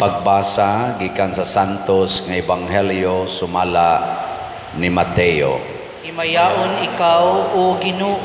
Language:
Cebuano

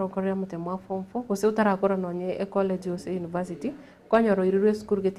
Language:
Gusii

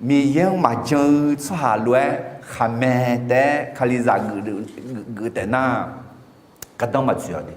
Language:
Akha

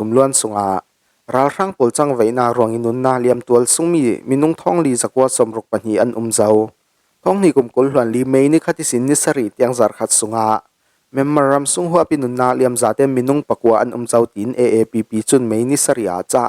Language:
Falam Chin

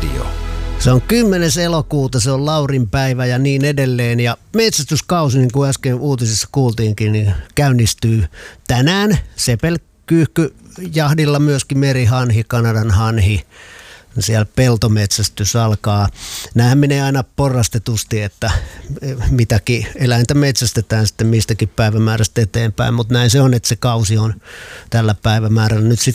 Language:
Finnish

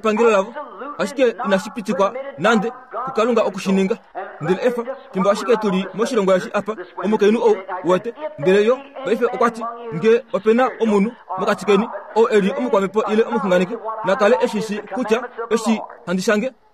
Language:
Kuanyama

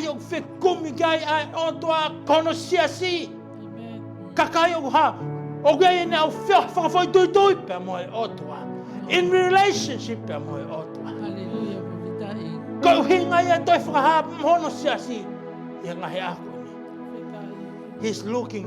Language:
Tongan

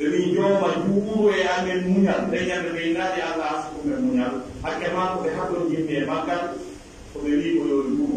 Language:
Pular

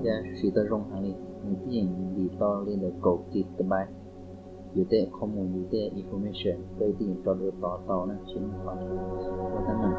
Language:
Hmong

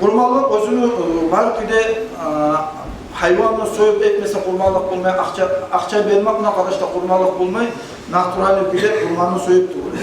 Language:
Kumyk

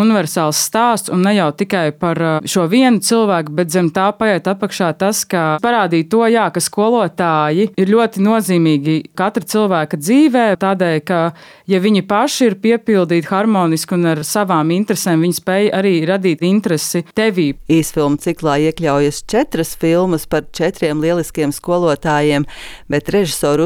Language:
Latvian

